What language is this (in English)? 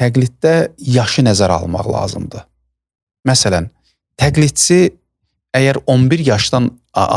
Azerbaijani